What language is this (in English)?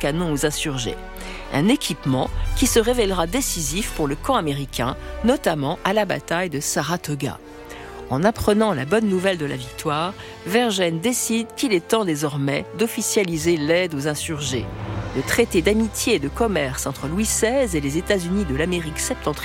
French